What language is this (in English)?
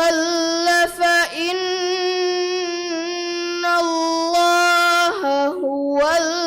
Divehi